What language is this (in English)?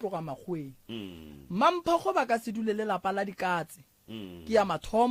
Northern Sotho